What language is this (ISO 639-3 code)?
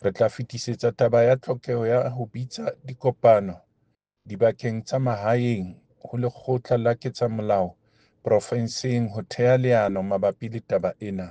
sot